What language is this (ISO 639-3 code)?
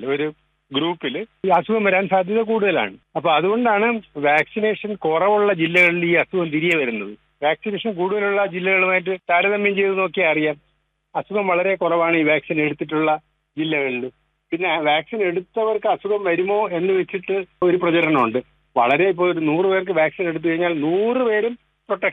mal